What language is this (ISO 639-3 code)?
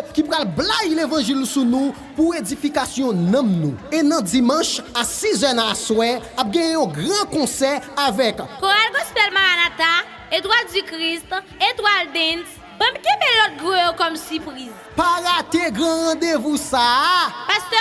hat